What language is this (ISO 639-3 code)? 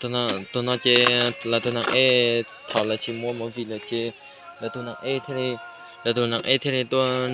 hmn